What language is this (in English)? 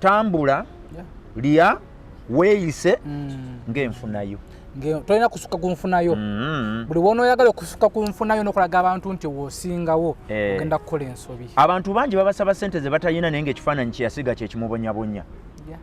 Ganda